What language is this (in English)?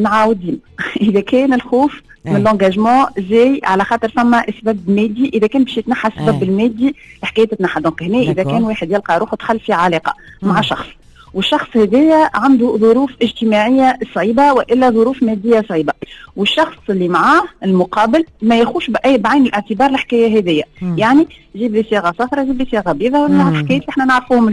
Tunisian Arabic